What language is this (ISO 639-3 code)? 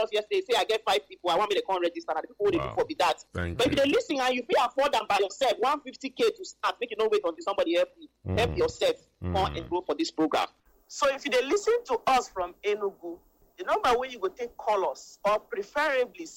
pcm